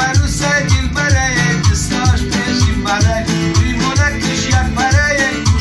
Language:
Tajik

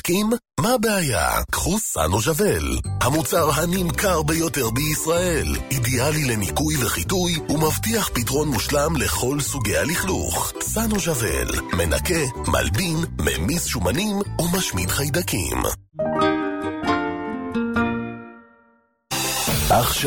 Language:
Hebrew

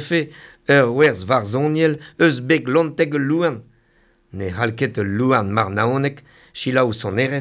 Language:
Breton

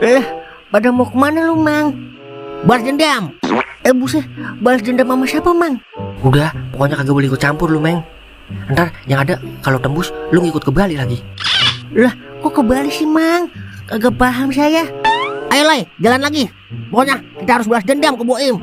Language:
Betawi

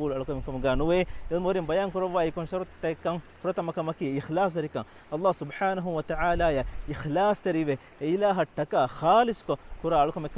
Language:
Divehi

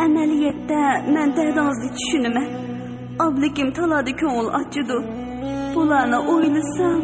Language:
Uyghur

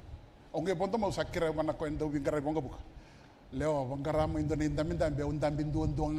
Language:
Fijian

